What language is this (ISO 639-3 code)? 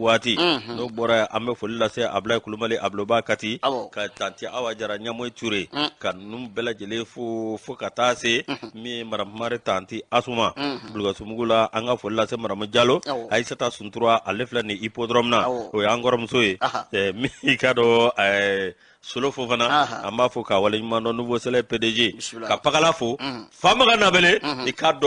bam